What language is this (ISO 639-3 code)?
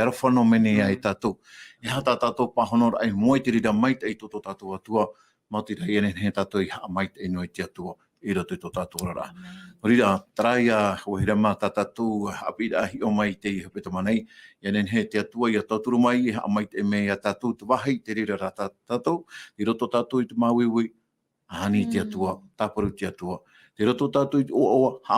tah